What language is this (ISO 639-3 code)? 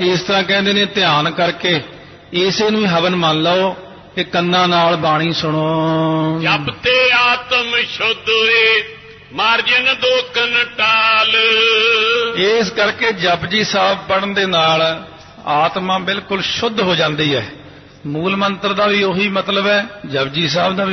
pan